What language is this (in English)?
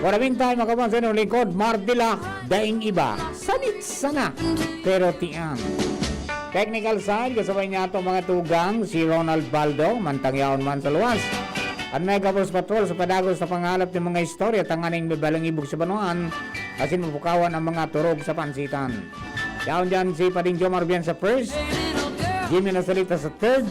Bikol